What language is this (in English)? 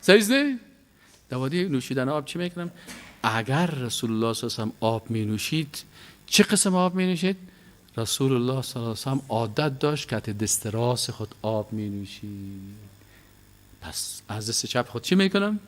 Persian